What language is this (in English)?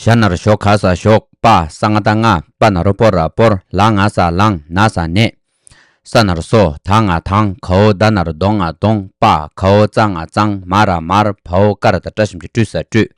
Tibetan